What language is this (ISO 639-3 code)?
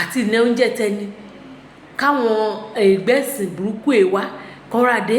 yor